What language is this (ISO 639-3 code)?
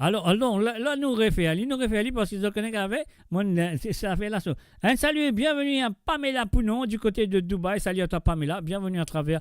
mfe